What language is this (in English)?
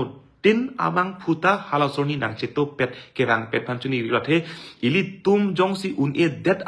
Karbi